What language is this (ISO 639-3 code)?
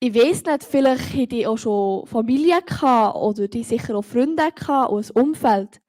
gsw